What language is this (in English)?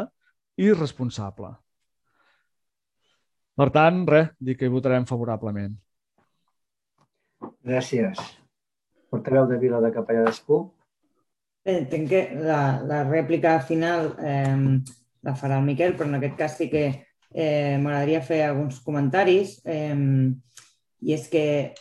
Catalan